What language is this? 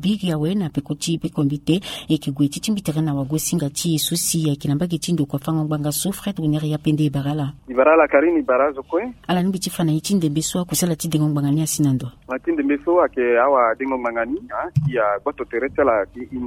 Sango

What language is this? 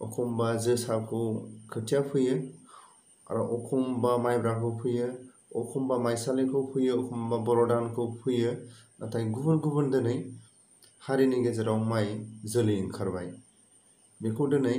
Bodo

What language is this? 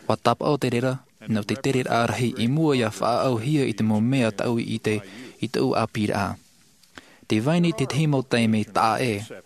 Tahitian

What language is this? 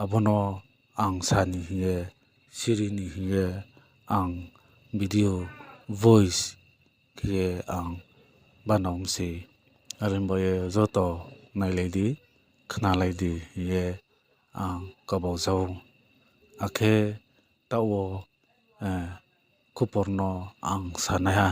Riang (India)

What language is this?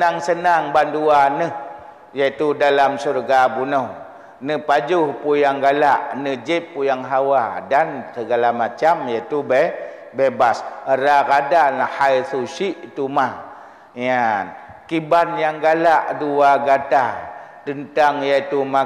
Achinese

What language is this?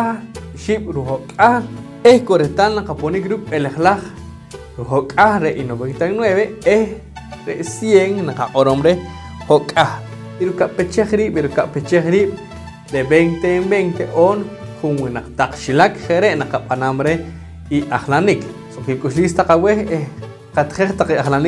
Poqomchi'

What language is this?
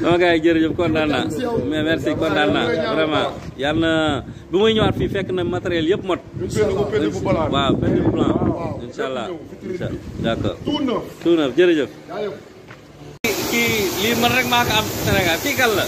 Wolof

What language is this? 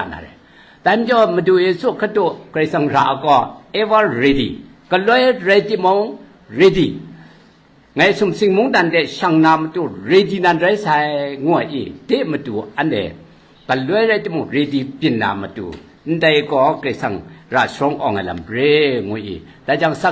Kachin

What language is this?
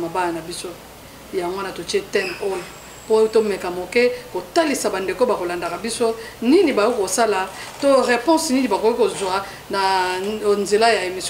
Lingala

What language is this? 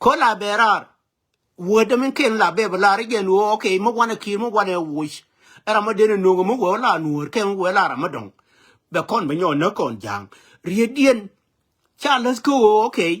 Nuer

